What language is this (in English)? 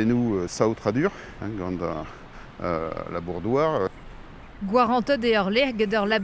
Breton